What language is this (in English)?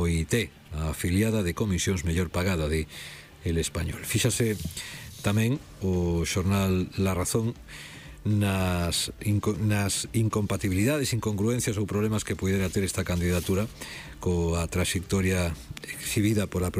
Galician